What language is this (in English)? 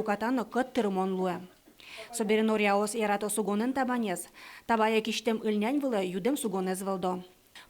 Udmurt